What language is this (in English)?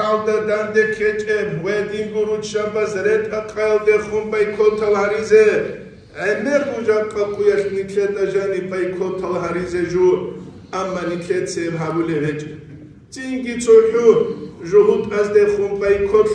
Avaric